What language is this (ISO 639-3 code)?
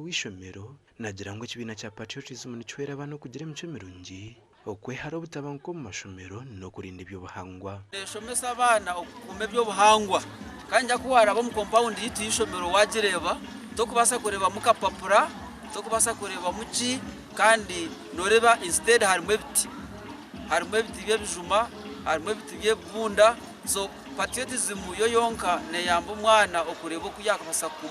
nyn